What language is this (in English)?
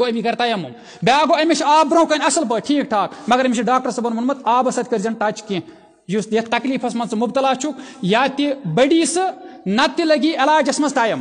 Kashmiri